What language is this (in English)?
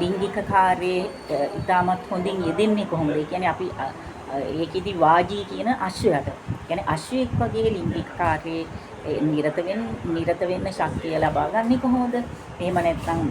Sinhala